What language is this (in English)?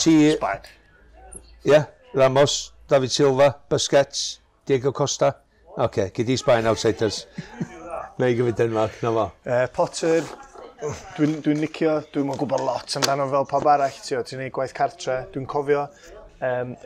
Welsh